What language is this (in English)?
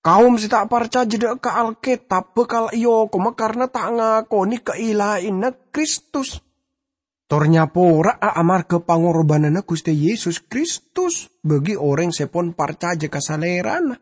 Madurese